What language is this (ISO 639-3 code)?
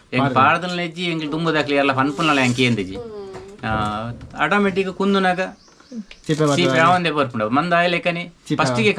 tcy